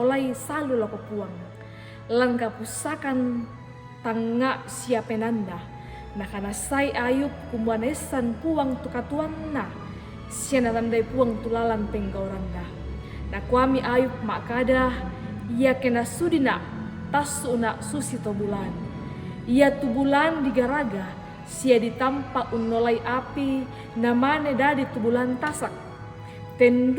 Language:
Toraja-Sa'dan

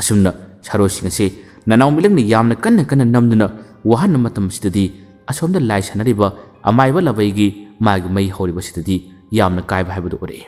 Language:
Manipuri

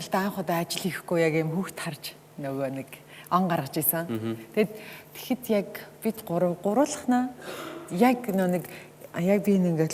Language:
Mongolian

